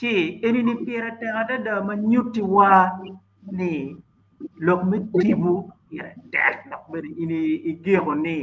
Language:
Acoli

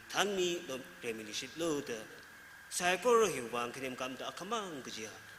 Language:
Tangkhul Naga (India)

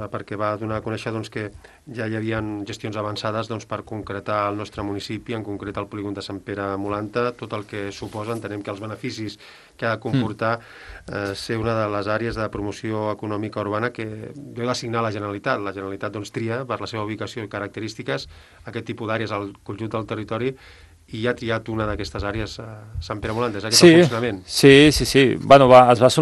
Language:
Catalan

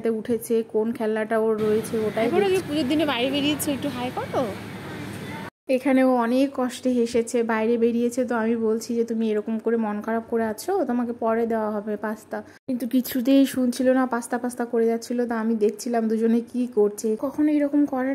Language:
Bangla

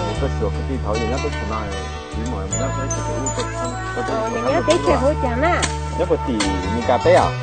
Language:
Hmong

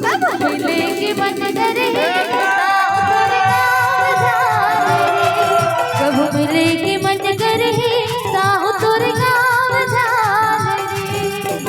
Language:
Chhattisgarhi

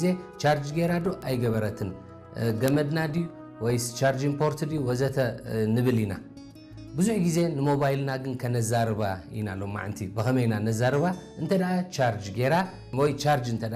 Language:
Tigrinya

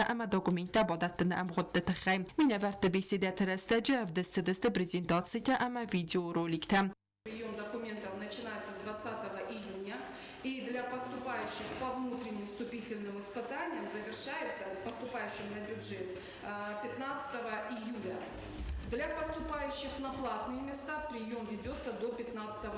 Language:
Ossetic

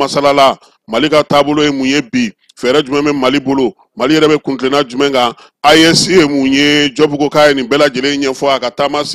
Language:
Bambara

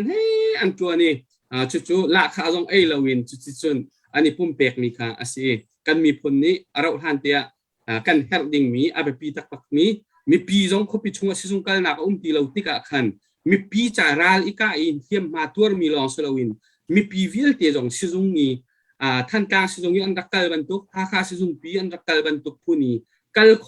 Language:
Hakha Chin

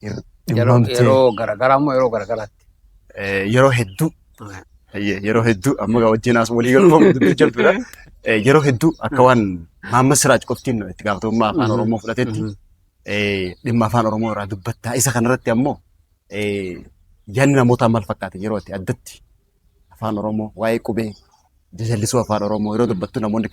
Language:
Oromo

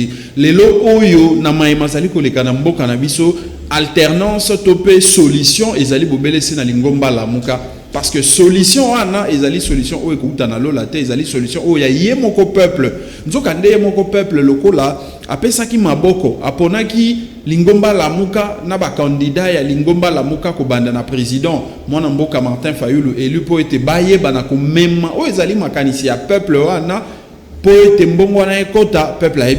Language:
Lingala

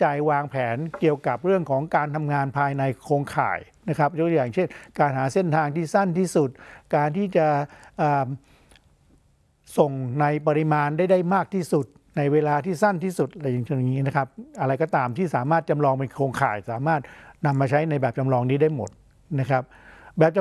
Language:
Thai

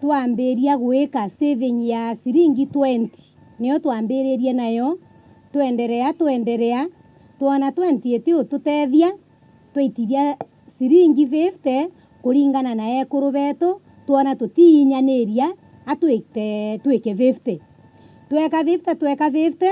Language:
Meru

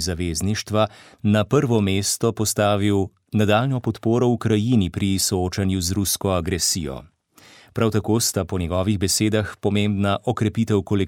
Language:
Slovenian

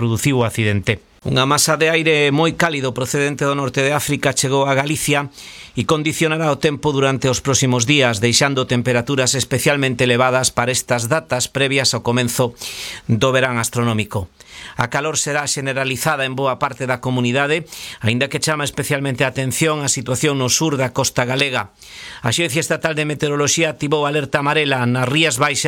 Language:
Galician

